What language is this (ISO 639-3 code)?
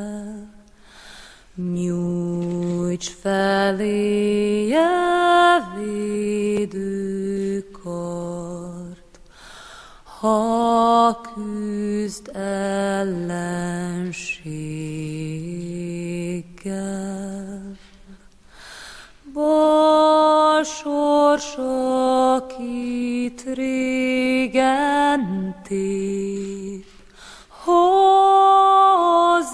hun